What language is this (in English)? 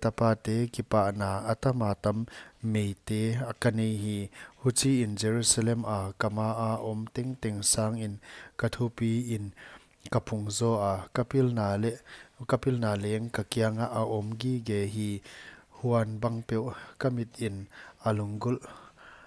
Paite Chin